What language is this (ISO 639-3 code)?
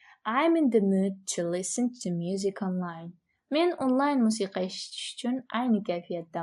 uzb